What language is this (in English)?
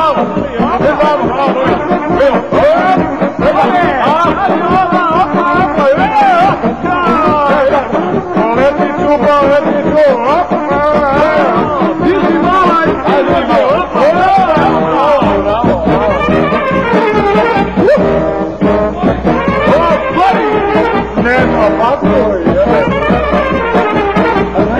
Bosnian